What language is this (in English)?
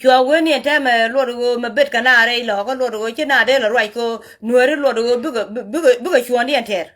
Nuer